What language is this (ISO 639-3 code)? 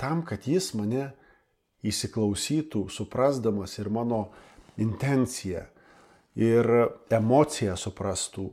lit